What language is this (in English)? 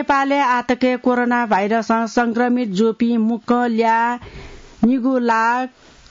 Newari